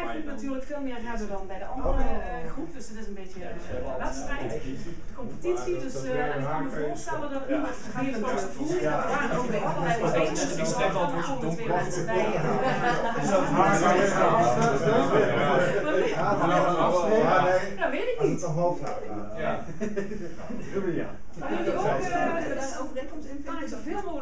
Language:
Dutch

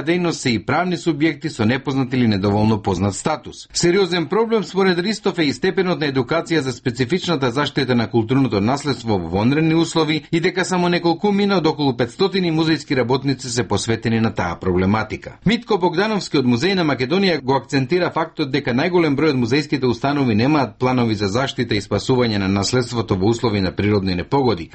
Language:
Macedonian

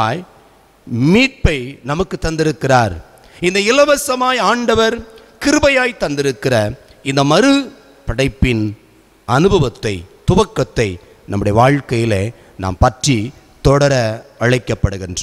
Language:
Tamil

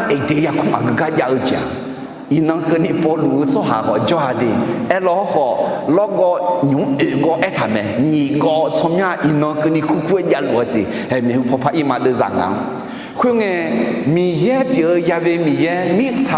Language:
Akha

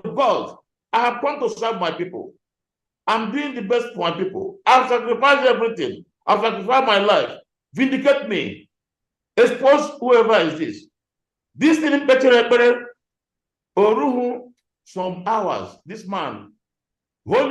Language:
Igbo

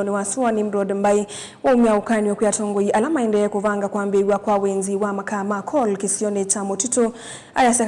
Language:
Kamba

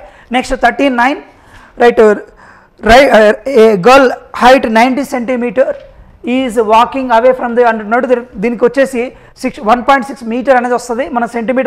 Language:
Telugu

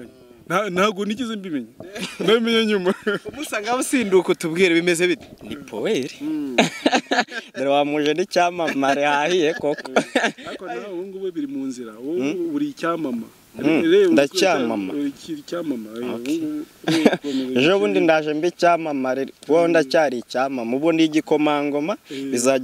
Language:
Kinyarwanda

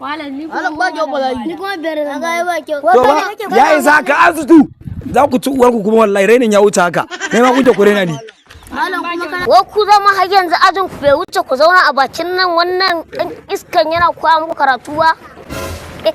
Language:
Hausa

